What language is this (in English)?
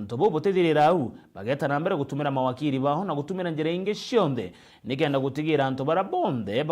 Meru